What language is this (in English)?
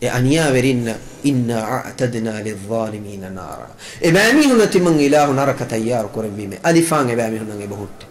Divehi